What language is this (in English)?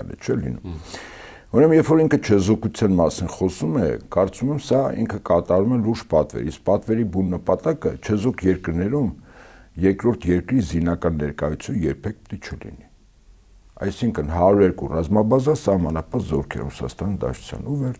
Armenian